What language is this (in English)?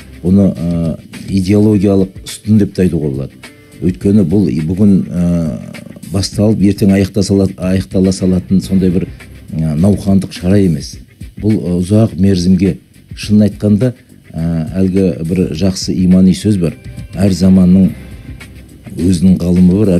Kazakh